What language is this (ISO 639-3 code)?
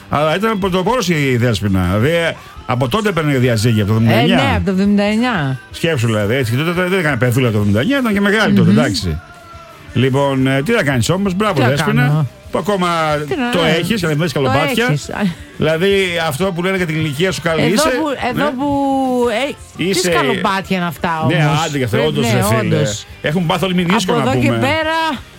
ell